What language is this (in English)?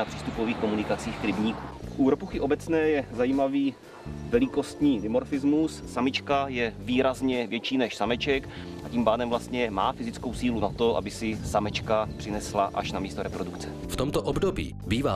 Czech